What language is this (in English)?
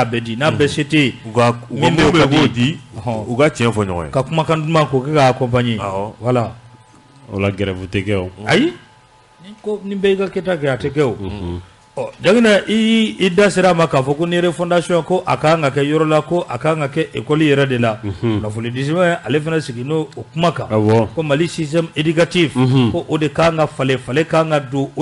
Bambara